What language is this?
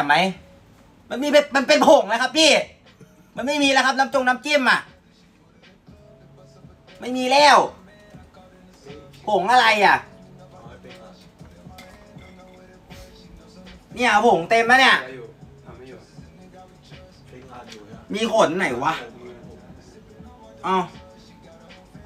Thai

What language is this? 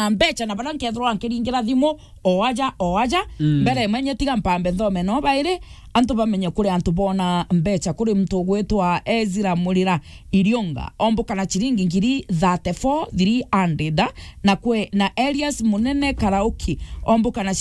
Meru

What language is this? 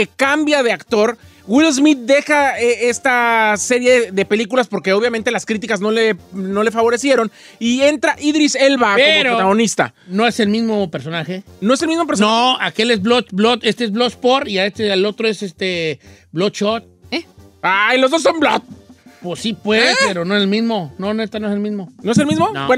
Spanish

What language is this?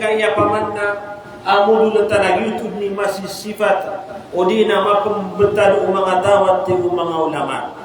Maranao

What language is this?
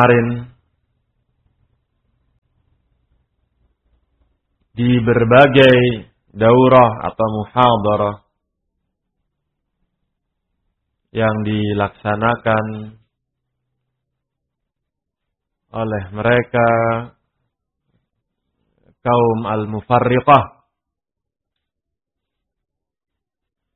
Indonesian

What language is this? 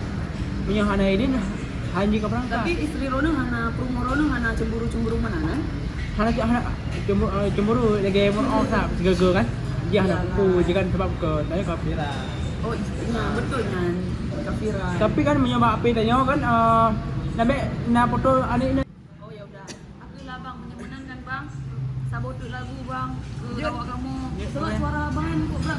Achinese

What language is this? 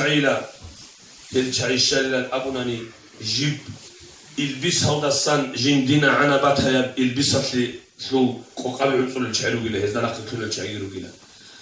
Avaric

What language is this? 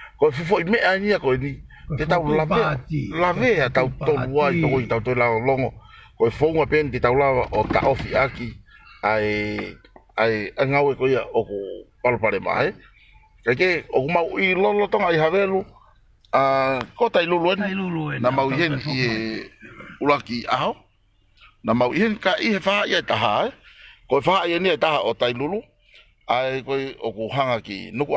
Tongan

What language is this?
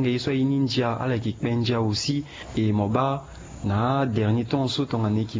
Sango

